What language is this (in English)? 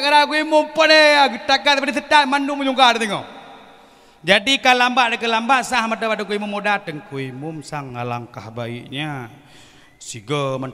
Achinese